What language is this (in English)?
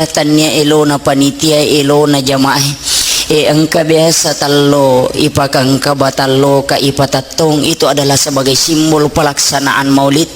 Buginese